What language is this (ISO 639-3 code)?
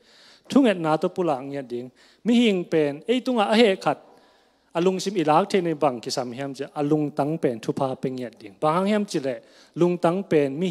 ctd